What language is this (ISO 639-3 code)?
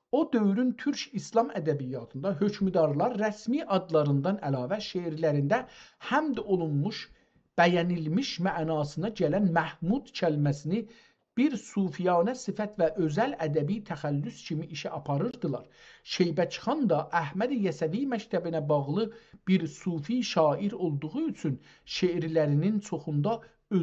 azb